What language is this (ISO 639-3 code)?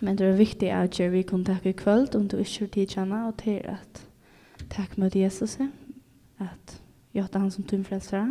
fao